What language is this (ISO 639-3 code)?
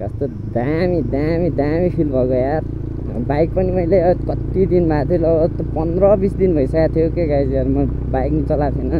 nep